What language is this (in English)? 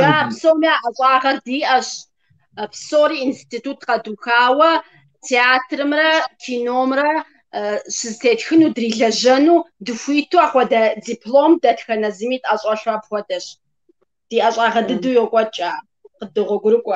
Kabardian